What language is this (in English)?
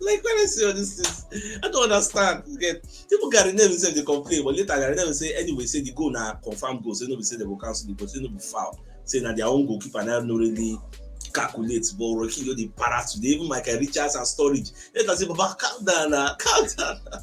Nigerian Pidgin